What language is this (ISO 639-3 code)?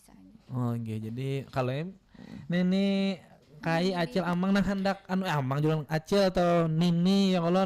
bjn